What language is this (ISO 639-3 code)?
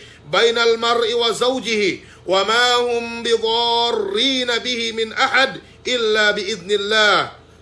yka